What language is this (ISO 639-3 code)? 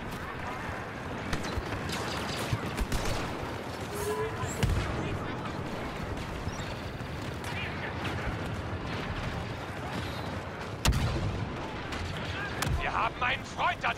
deu